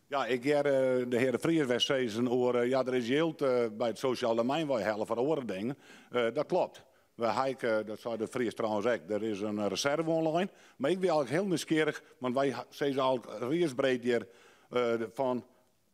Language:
Western Frisian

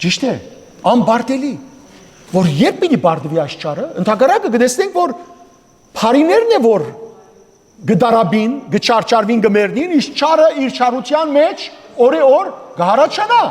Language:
Western Armenian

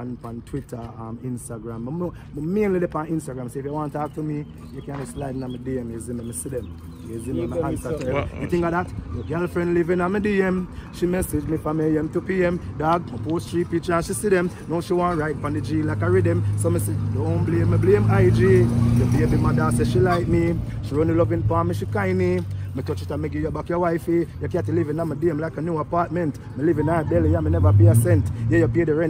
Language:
Jamaican Creole English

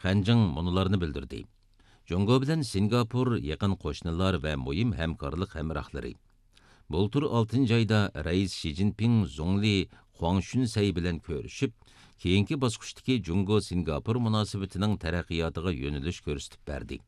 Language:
Uyghur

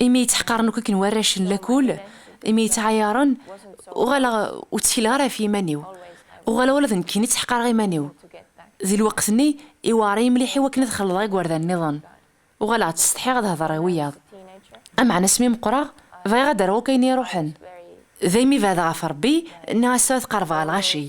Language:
Kabyle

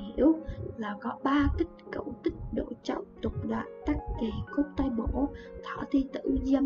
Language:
Vietnamese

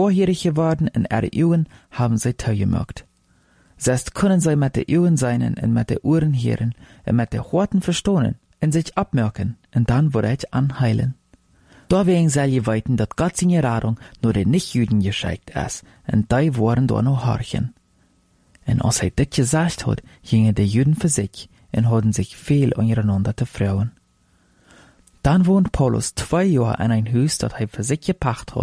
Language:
Plautdietsch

